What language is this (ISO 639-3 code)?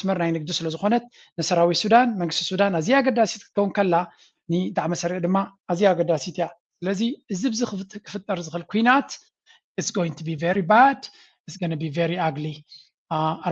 tir